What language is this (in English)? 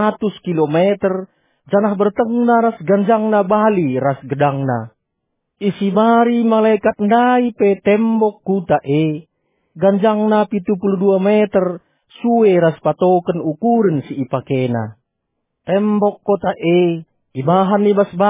Batak Karo